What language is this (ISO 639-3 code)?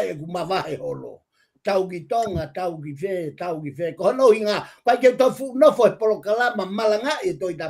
ton